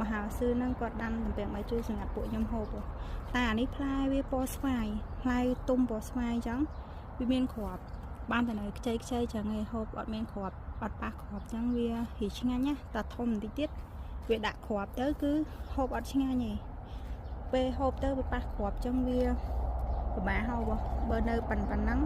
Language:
Khmer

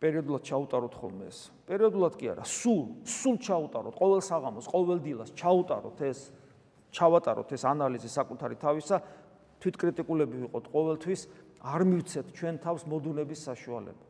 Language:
Georgian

